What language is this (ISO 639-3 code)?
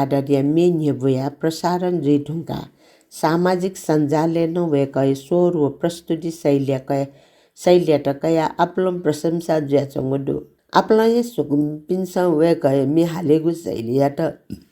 new